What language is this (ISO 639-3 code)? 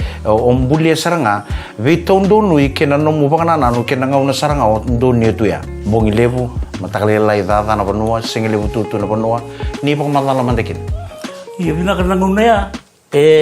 fij